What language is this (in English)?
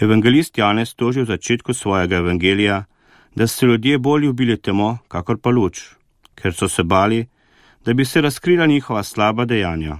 Slovenian